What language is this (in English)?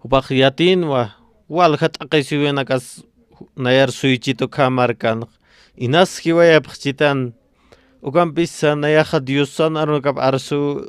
Aymara